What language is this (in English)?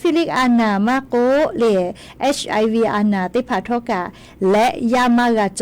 Lahu